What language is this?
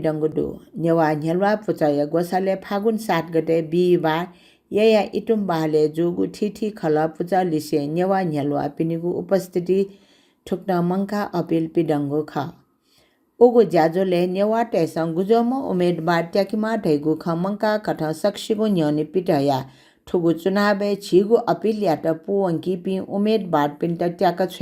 Newari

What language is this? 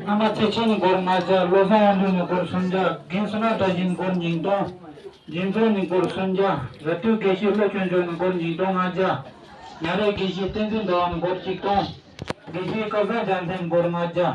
Tibetan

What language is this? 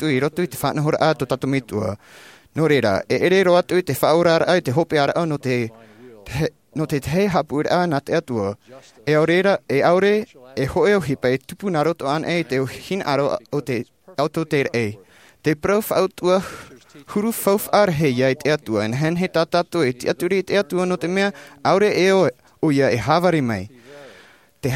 Tahitian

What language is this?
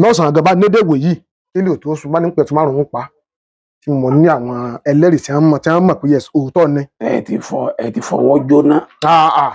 Yoruba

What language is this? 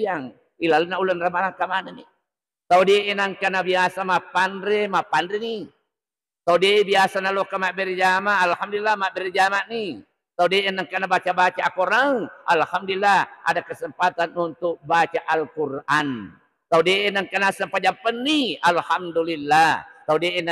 Buginese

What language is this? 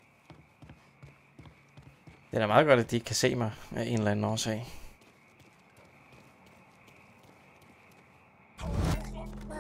Danish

